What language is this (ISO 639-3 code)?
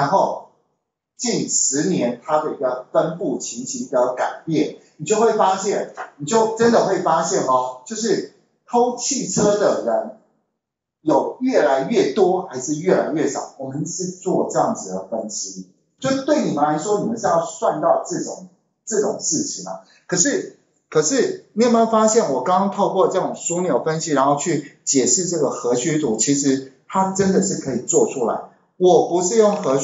zho